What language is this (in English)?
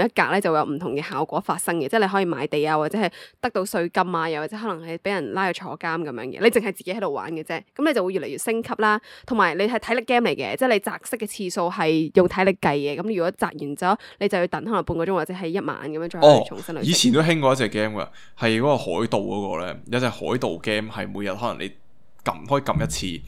Cantonese